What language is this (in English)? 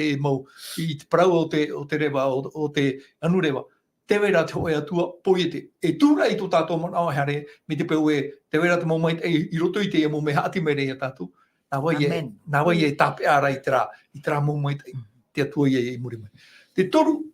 Tahitian